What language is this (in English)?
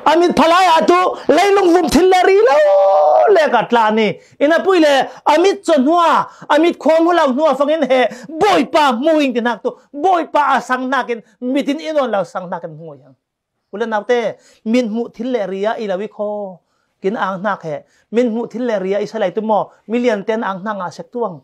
Falam Chin